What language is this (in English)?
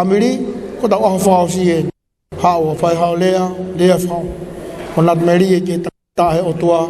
Tongan